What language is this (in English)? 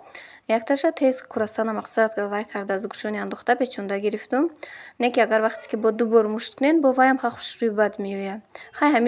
Tajik